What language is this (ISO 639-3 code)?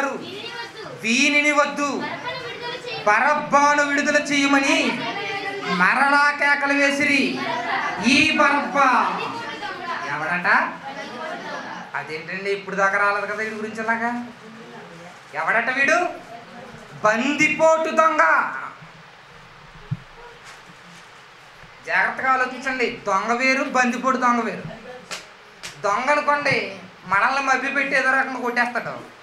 tel